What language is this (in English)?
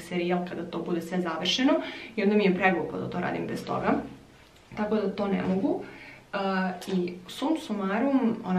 Croatian